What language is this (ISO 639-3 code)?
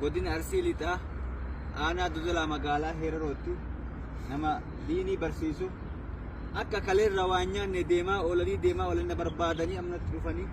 orm